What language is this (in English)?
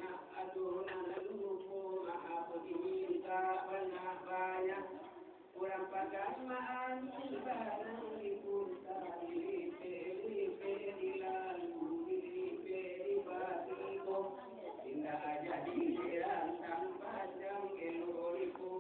Minangkabau